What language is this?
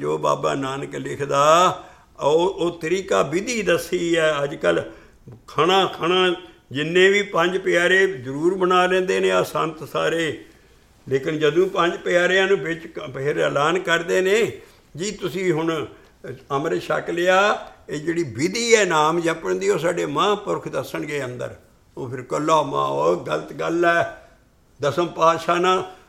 Punjabi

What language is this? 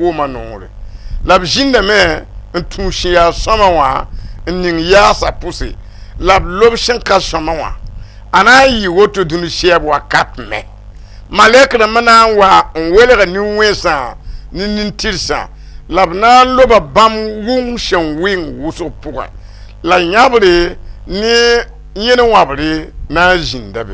Mossi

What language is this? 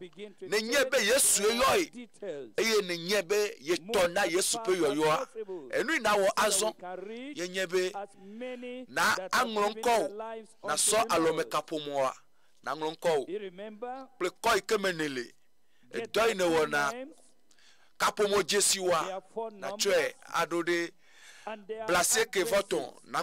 Ewe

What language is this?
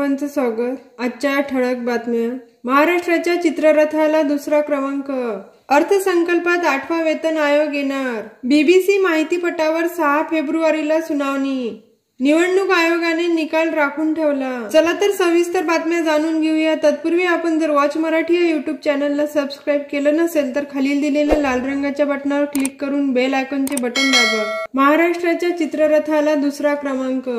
Marathi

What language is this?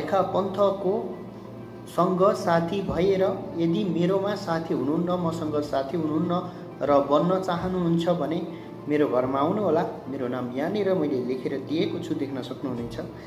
Nepali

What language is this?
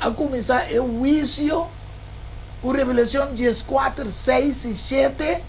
Papiamento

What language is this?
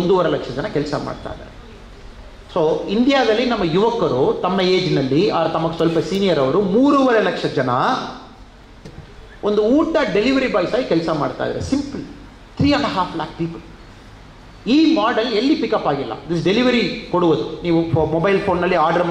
Kannada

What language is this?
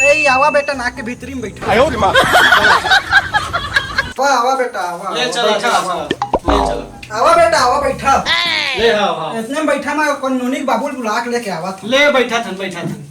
Chhattisgarhi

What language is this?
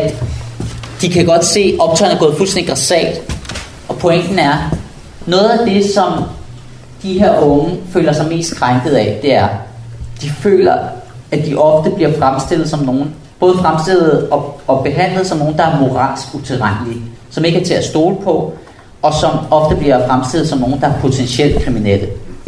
Danish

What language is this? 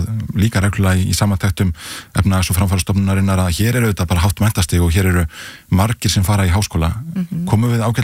Icelandic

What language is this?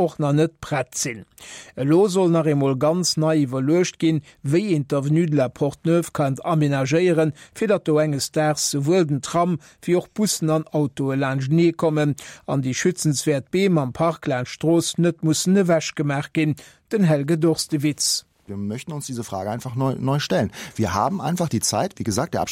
Luxembourgish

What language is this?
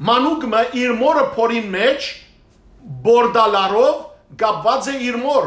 Western Armenian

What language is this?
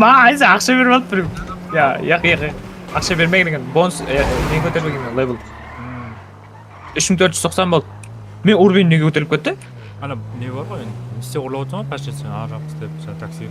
Kara-Kalpak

